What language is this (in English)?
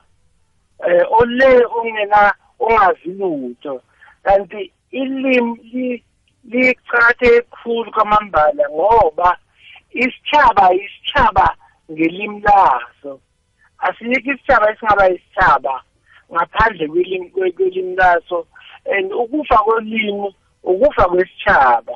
South Ndebele